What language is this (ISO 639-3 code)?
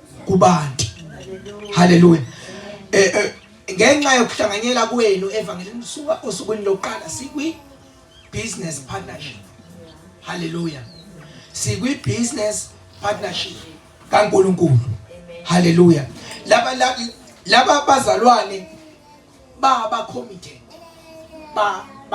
zul